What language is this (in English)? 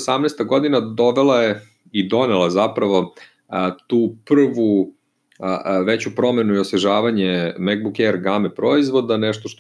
Serbian